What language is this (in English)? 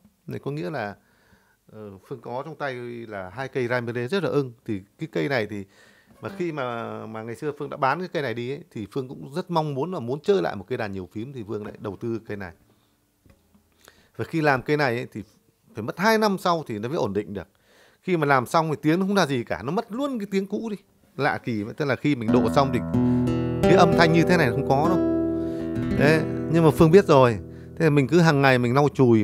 Vietnamese